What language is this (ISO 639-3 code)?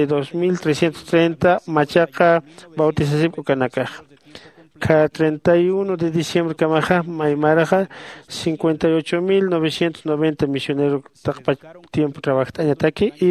aym